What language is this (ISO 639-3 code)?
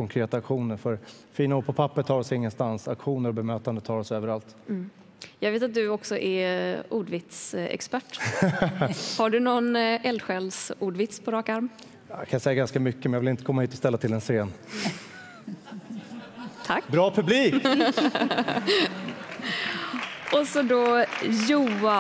swe